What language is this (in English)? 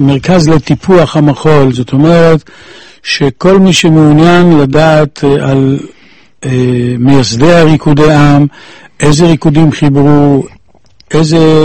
Hebrew